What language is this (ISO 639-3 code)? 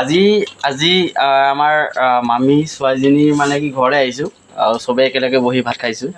asm